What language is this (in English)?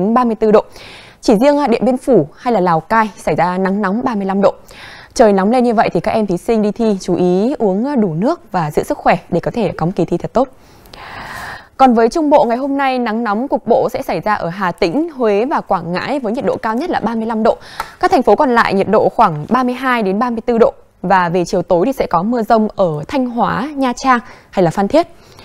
Vietnamese